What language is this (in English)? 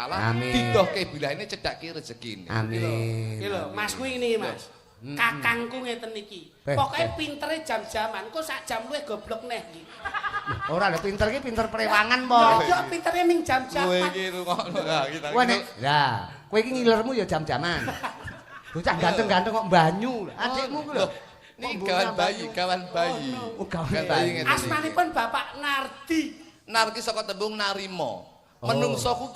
Javanese